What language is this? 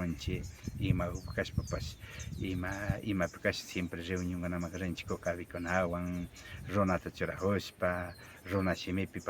Imbabura Highland Quichua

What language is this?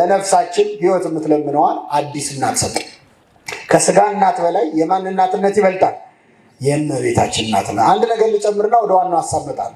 Amharic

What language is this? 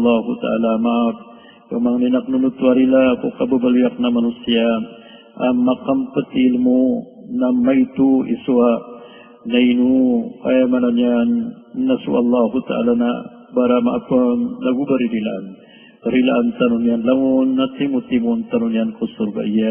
Maranao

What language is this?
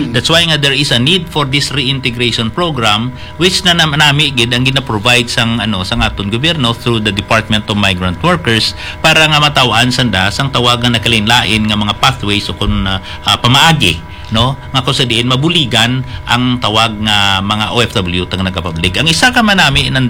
Hiligaynon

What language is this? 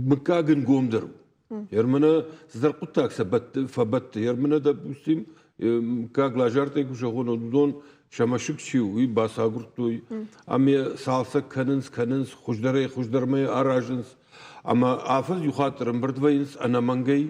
Ossetic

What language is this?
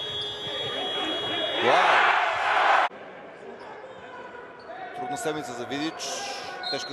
Bulgarian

